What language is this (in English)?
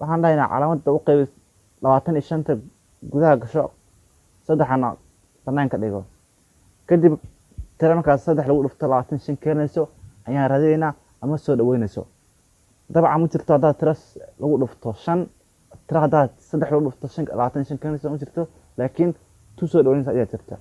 Somali